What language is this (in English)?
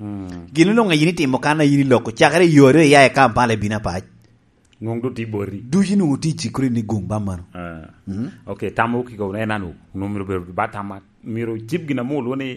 Lango (Uganda)